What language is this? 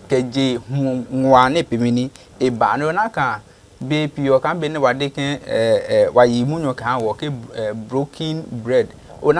Adangme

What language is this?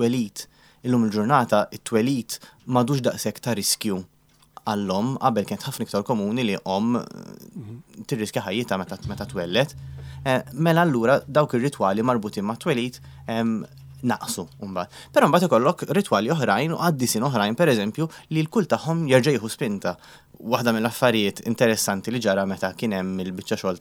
Maltese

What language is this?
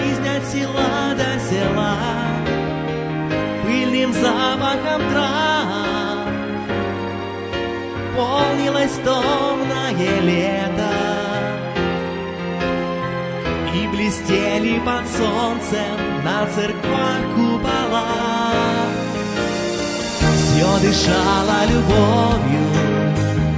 Russian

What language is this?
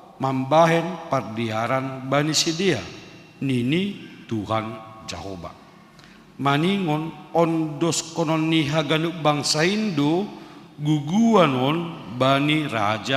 Batak Simalungun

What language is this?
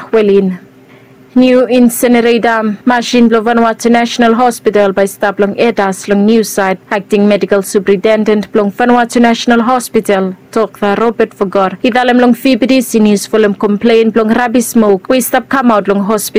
Bislama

